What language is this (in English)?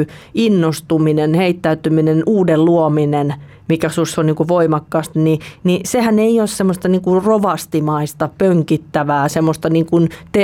Finnish